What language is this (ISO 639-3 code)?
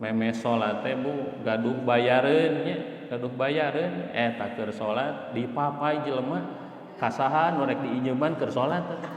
sun